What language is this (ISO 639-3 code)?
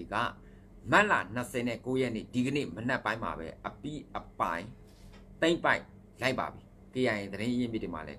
mya